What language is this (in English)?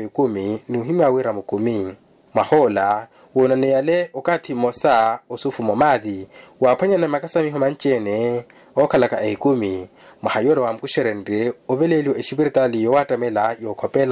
Makhuwa